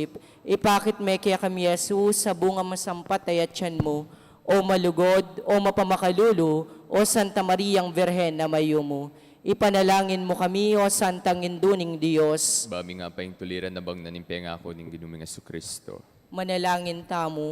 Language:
Pampanga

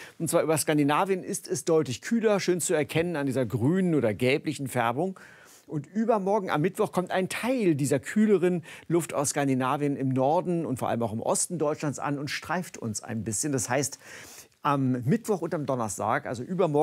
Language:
German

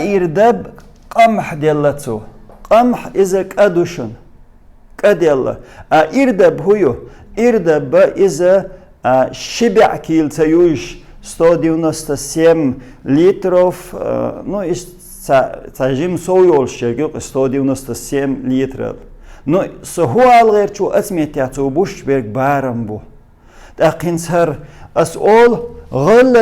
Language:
Chechen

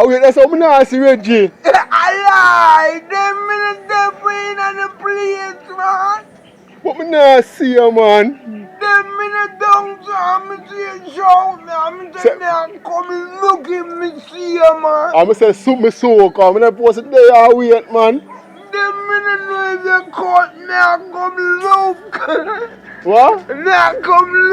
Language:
Jamaican Creole English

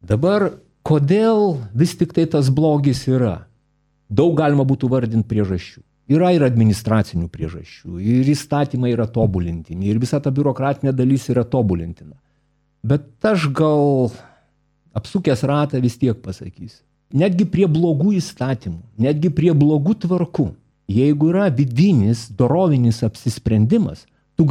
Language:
Lithuanian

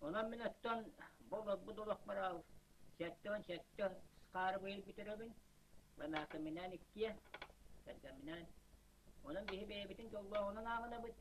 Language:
Yakut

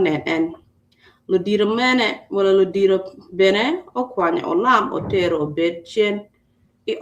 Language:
Acoli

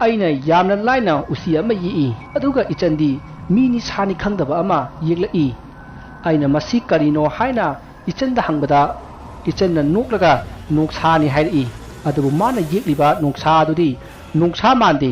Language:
Manipuri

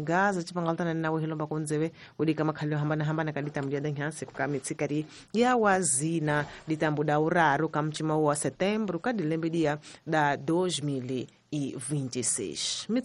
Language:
Tsonga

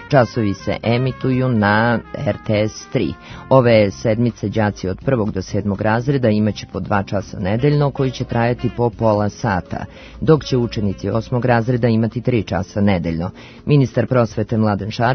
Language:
Serbian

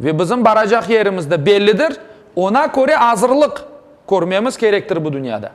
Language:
Crimean Tatar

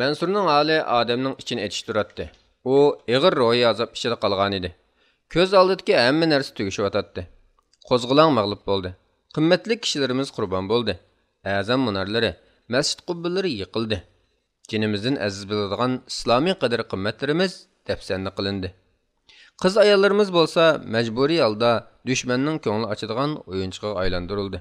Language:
Uyghur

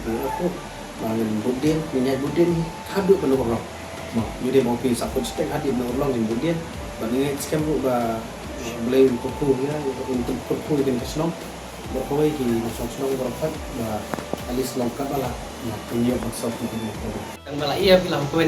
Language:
Khasi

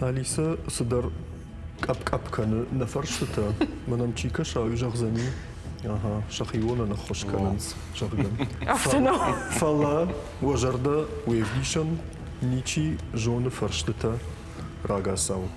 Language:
Ossetic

